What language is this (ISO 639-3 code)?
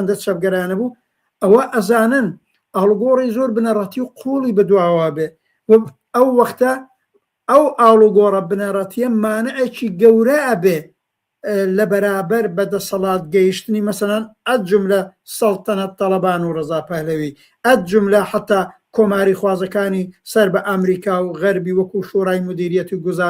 ckb